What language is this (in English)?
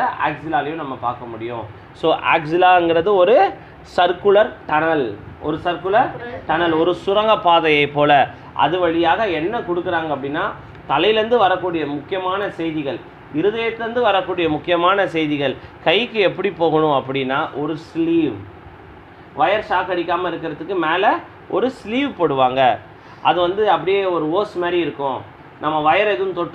Tamil